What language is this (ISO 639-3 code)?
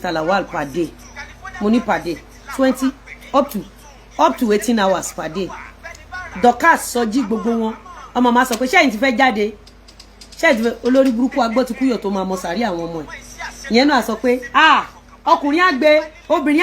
yor